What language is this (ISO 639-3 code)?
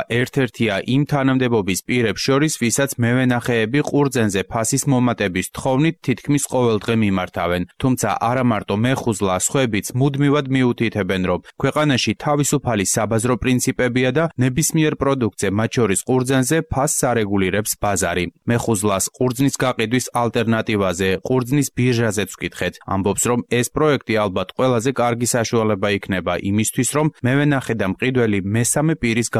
kat